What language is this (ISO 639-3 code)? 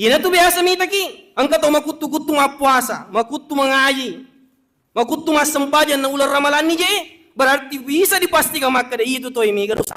bug